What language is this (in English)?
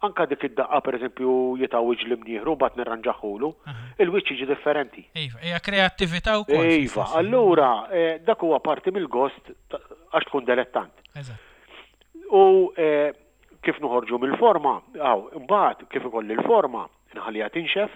Maltese